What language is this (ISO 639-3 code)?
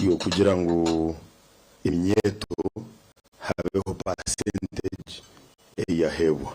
nyn